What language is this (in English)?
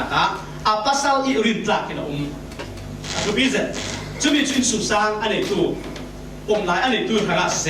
Falam Chin